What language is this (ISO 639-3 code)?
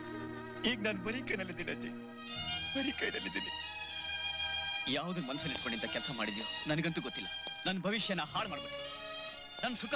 kan